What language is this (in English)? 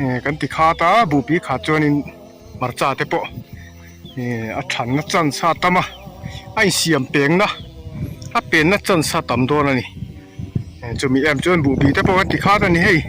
Mizo